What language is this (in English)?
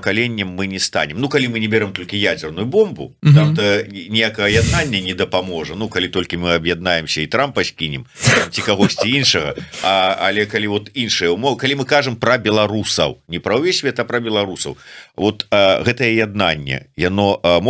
Belarusian